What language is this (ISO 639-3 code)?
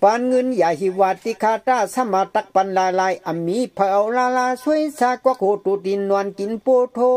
shn